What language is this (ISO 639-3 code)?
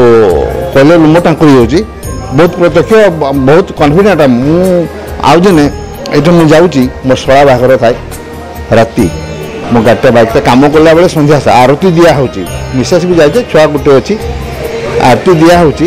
ori